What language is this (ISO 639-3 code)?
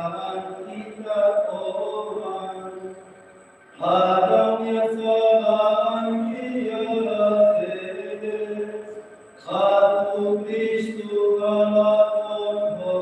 tet